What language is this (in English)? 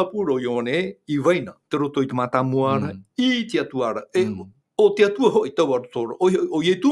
Tahitian